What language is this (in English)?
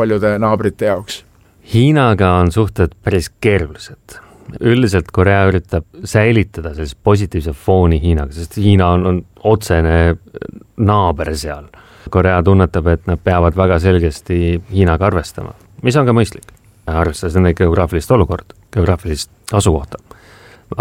Estonian